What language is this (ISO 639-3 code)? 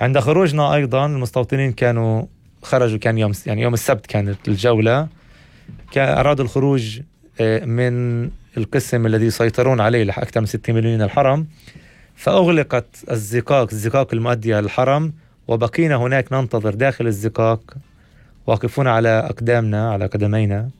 apc